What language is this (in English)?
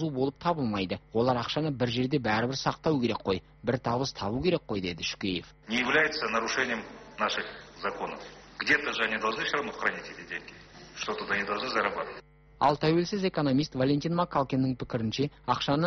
Kazakh